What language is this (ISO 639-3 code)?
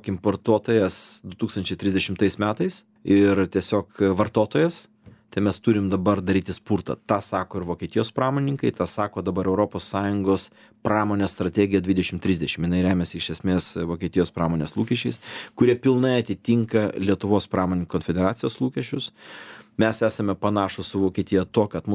lit